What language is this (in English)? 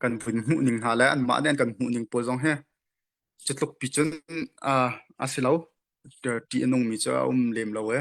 Hakha Chin